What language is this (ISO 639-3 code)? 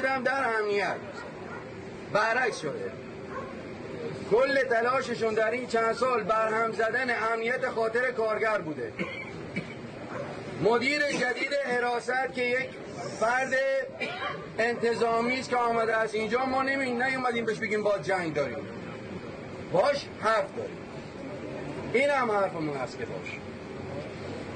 fas